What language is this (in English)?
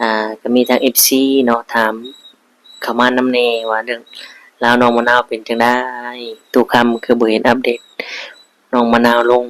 Northeastern Thai